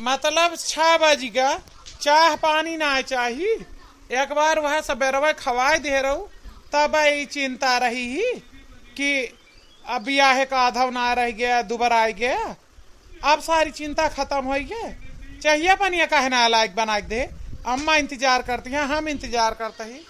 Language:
Awadhi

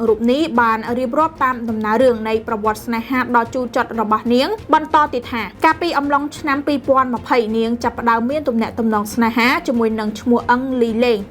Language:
Khmer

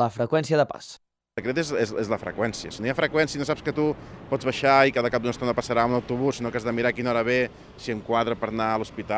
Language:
Catalan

